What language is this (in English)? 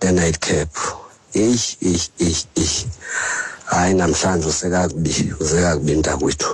Xhosa